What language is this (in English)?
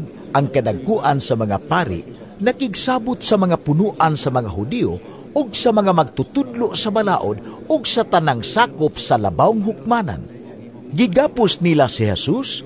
Cebuano